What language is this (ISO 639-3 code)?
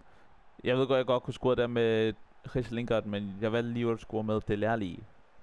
dan